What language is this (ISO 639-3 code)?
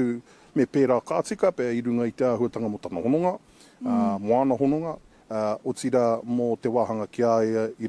mri